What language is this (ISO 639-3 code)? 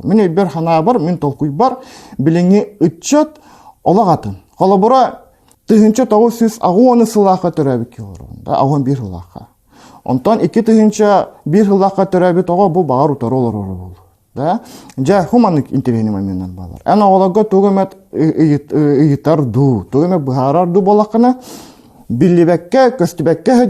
sah